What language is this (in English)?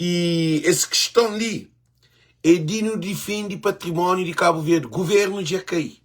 Kabuverdianu